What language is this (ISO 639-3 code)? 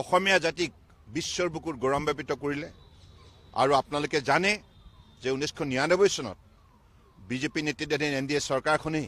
asm